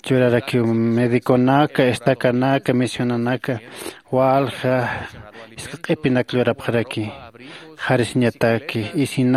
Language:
Aymara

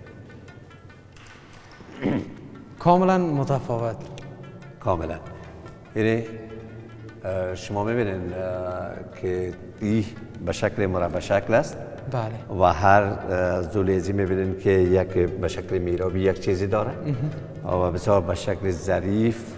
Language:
Persian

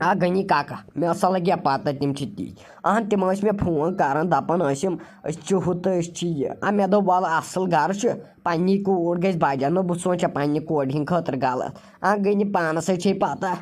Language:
Kashmiri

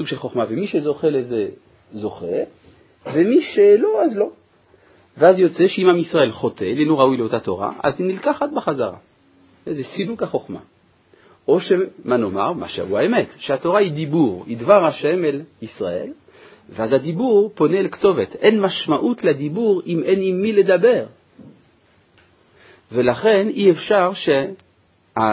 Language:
Hebrew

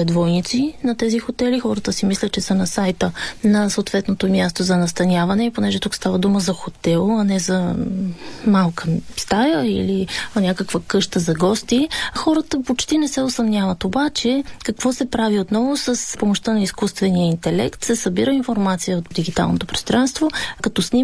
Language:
Bulgarian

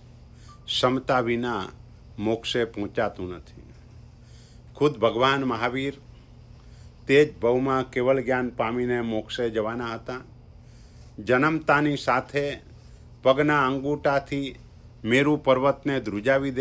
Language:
Gujarati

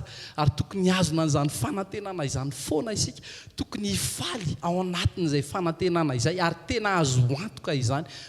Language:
Malagasy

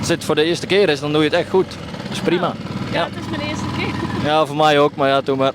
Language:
Western Frisian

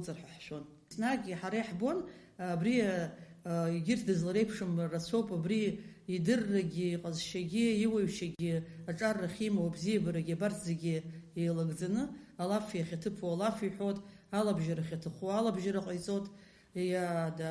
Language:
Abkhazian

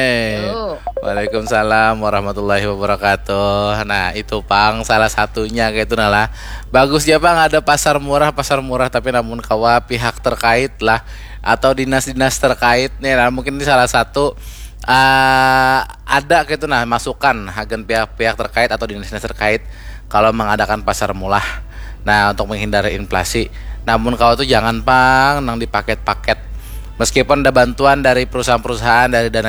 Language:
Banjar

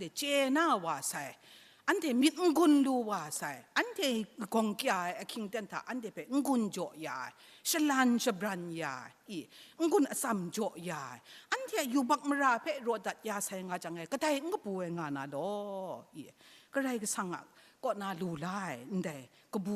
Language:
Kachin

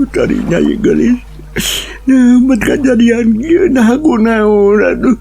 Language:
Sundanese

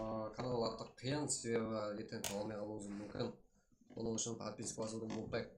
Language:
Kara-Kalpak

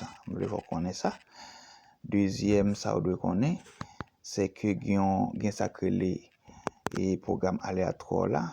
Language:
Haitian Creole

